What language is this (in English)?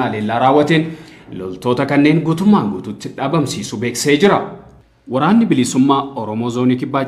Oromo